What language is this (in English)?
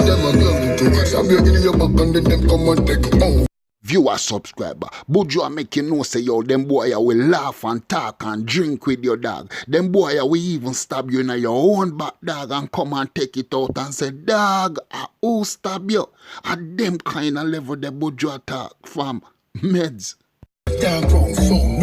Jamaican Creole English